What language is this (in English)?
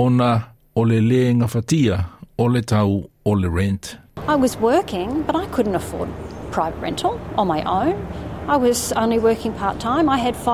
Samoan